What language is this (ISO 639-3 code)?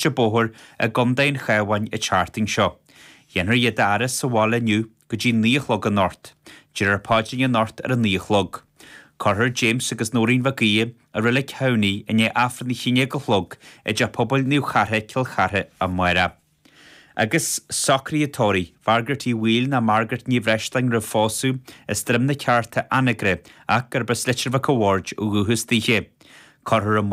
gle